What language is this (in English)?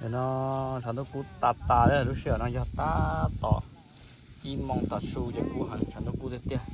Hmong